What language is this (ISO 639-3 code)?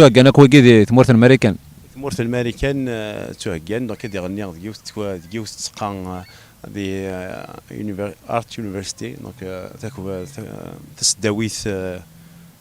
kab